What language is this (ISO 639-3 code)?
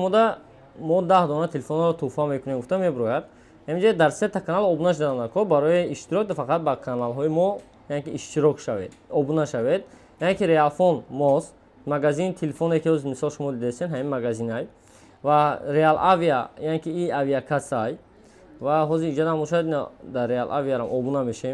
tgk